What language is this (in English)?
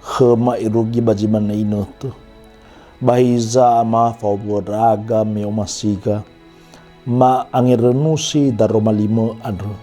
Nias